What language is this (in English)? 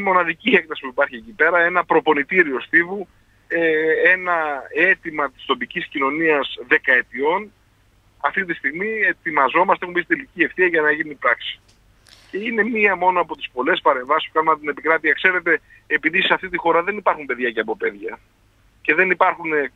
Greek